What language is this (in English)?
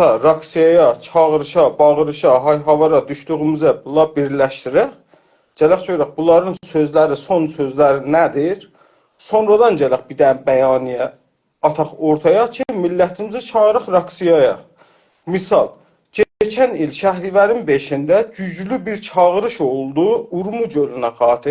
South Azerbaijani